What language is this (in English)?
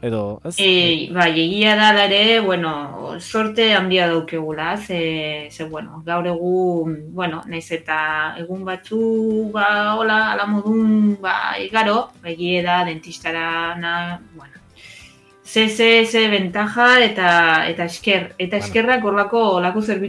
Basque